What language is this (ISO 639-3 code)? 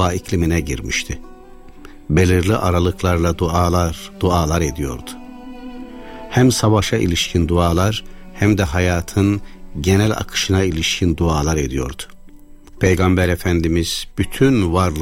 tur